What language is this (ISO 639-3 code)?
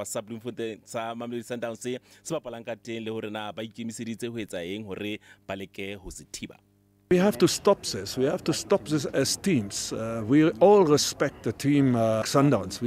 sot